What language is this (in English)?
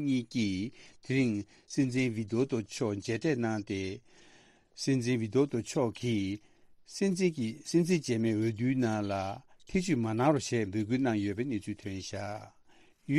Tibetan